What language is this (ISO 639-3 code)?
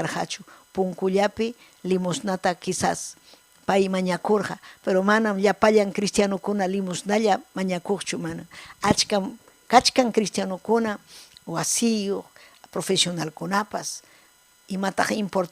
quy